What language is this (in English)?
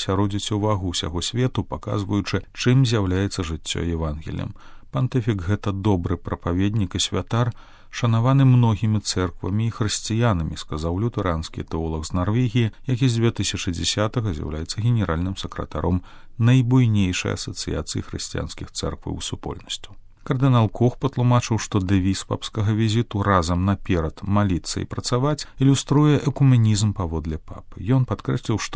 Belarusian